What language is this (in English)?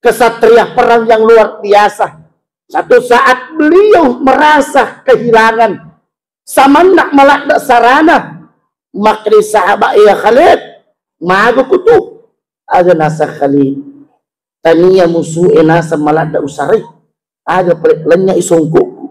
Buginese